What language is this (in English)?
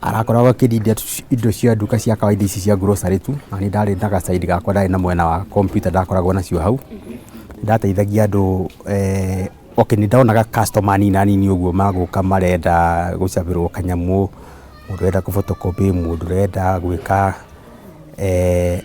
Kikuyu